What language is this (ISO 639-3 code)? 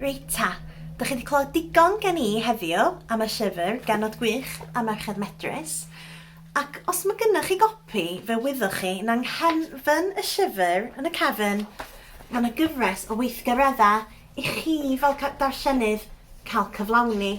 cym